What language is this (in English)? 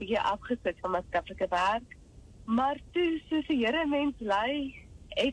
Afrikaans